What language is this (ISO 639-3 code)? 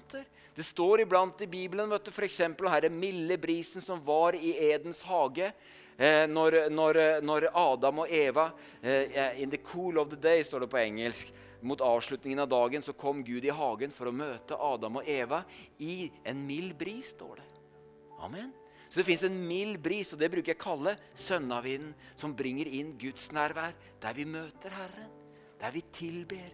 nor